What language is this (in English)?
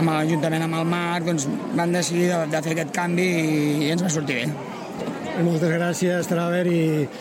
Catalan